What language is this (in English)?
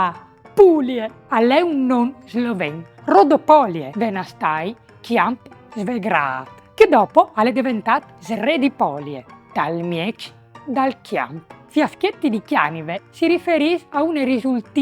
Friulian